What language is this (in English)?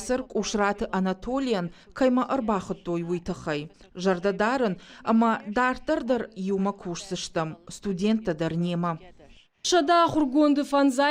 Ossetic